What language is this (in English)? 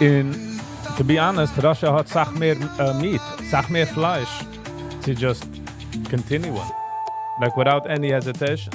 Yiddish